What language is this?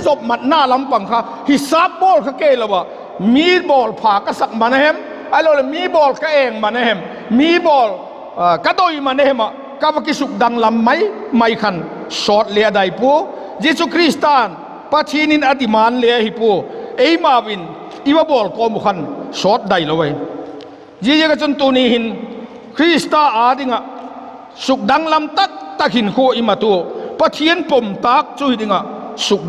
Vaiphei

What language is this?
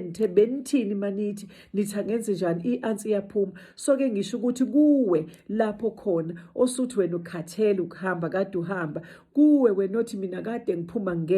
Zulu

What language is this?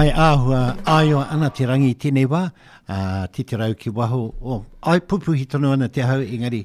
Māori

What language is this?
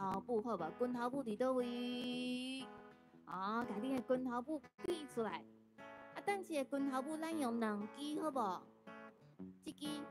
Min Nan Chinese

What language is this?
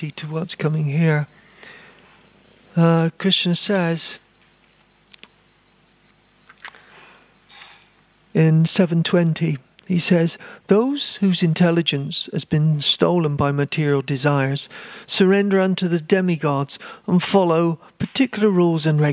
English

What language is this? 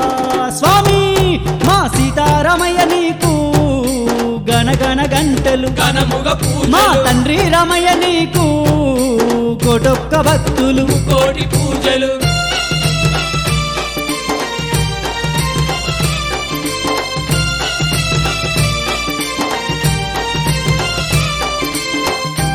Telugu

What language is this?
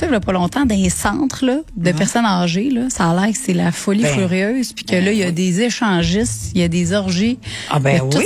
French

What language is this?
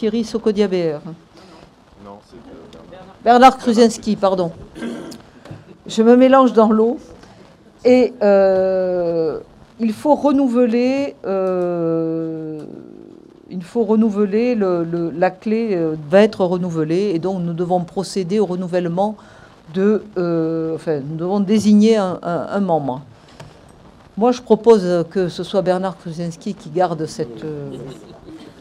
French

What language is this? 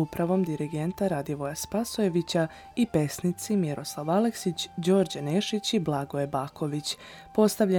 Serbian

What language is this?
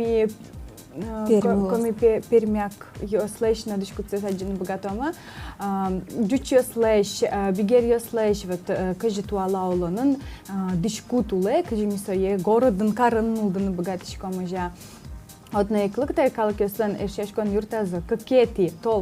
Udmurt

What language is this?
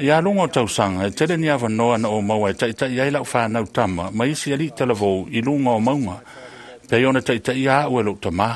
Samoan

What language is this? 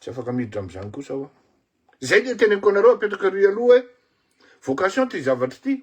Malagasy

